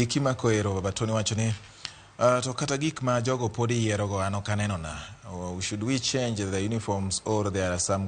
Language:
Luo (Kenya and Tanzania)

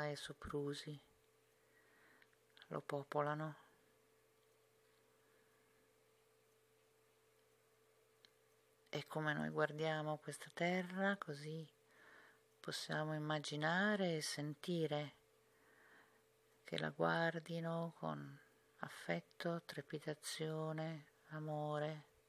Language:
Italian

